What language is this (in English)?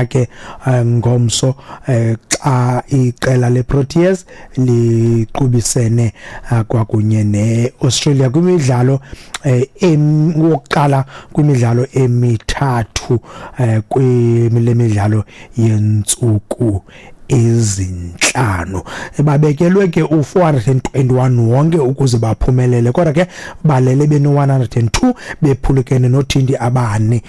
Xhosa